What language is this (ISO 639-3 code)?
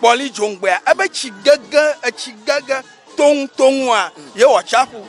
ewe